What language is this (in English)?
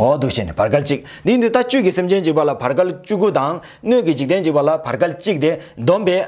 Tibetan